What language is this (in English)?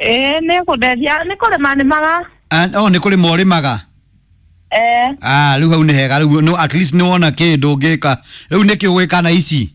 Kikuyu